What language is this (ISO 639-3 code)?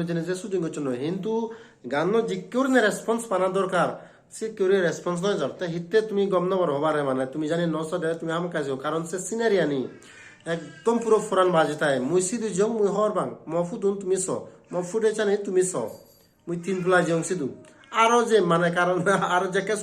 ccp